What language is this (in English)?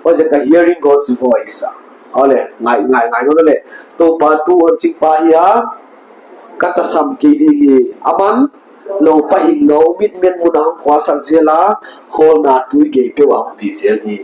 Paite Chin